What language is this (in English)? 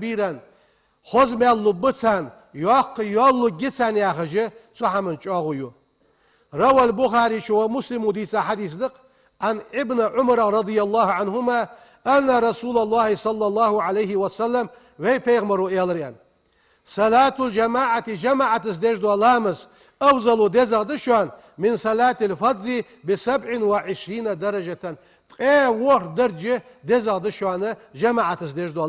Ingush